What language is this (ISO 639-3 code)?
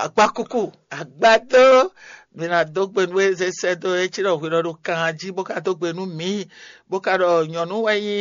fon